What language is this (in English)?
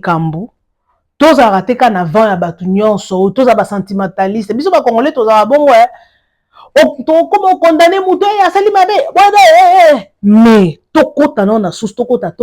Lingala